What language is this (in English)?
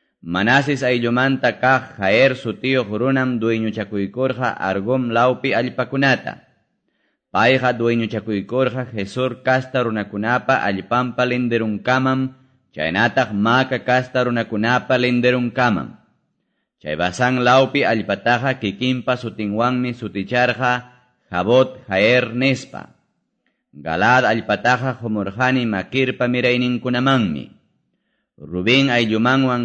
Quechua